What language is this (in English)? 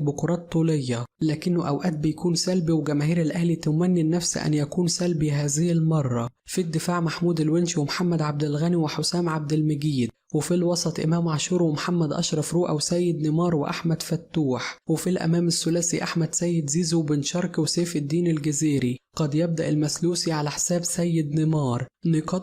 Egyptian Arabic